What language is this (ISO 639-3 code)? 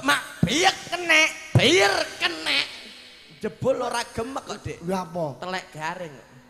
jav